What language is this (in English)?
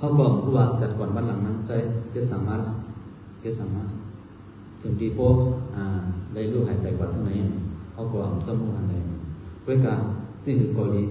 Shan